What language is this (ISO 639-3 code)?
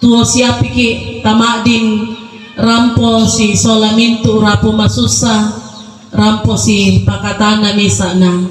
sda